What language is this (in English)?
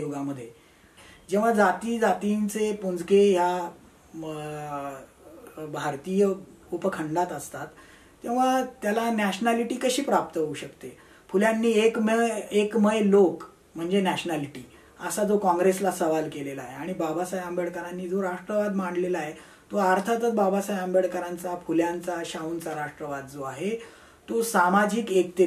Marathi